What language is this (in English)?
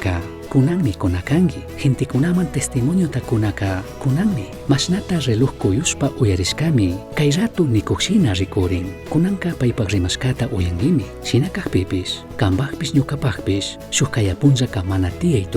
Chimborazo Highland Quichua